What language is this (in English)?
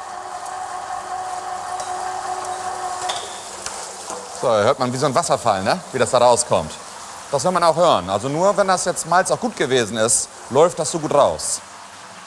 German